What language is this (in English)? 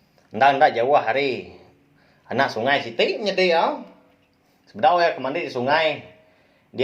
Iban